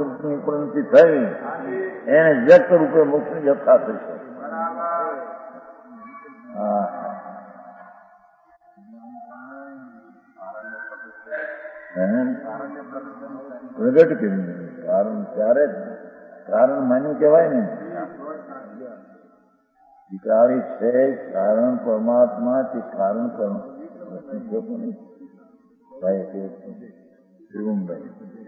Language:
Gujarati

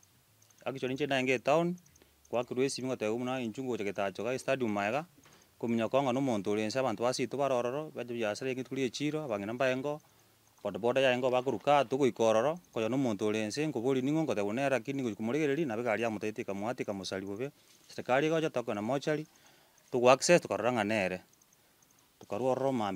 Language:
Gusii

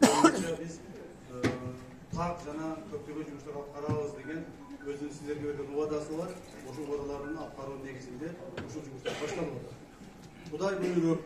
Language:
Kyrgyz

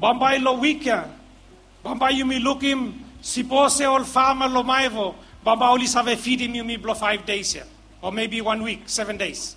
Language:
Bislama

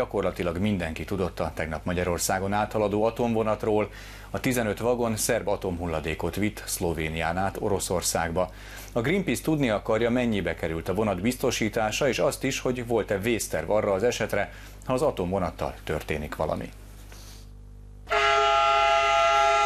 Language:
Hungarian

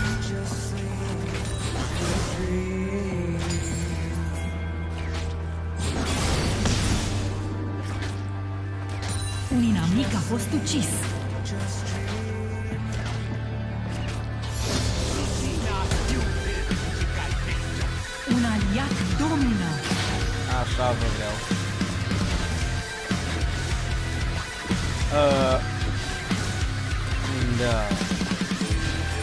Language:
Romanian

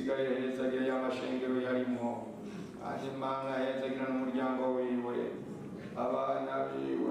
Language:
Rundi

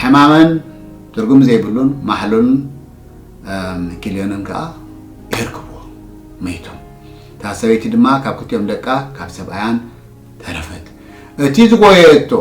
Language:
Tigrinya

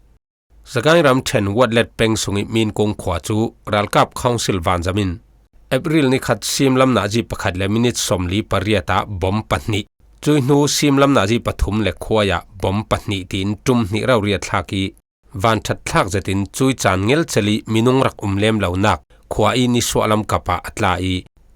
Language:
Falam Chin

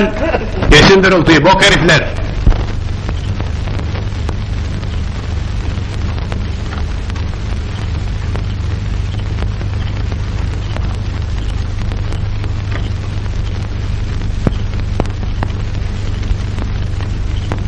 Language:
Turkish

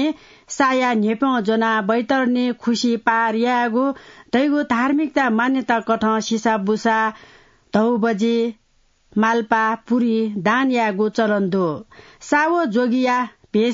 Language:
Newari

